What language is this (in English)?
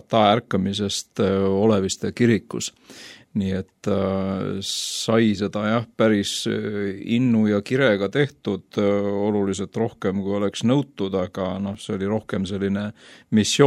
Estonian